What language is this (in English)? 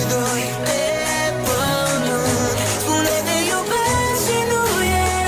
Romanian